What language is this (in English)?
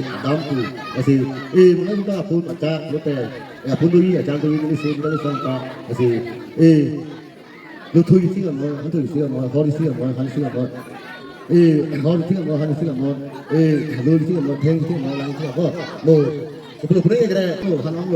Karbi